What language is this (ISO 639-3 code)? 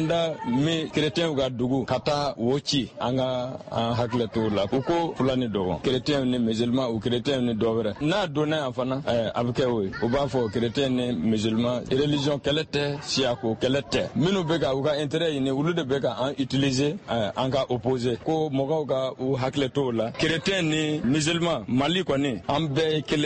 bam